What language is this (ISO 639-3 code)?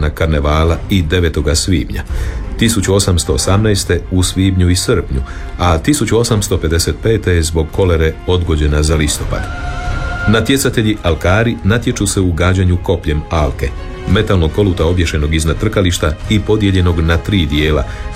hrv